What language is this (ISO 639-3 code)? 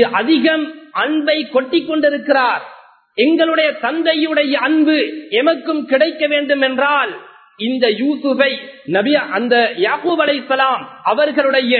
tam